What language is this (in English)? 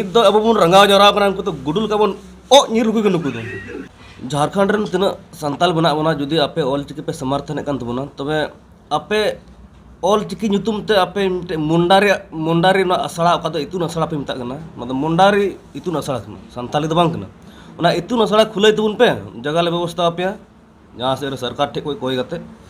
Santali